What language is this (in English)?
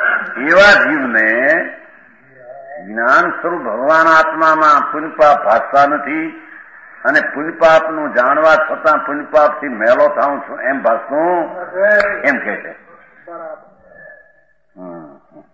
Gujarati